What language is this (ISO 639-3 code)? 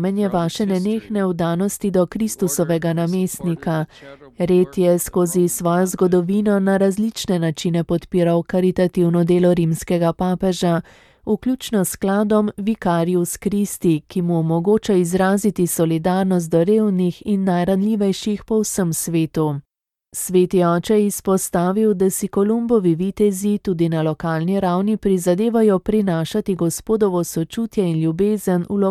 slv